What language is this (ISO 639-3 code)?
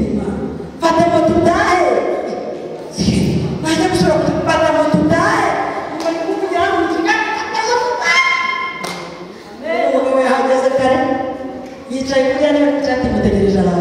kin